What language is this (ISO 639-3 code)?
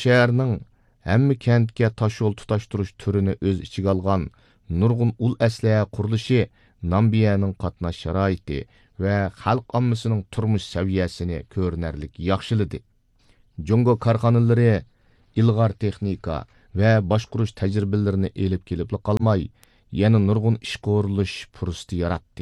uig